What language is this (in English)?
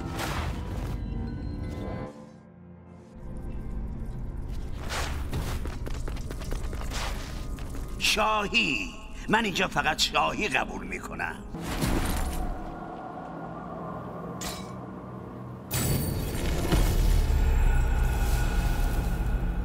Persian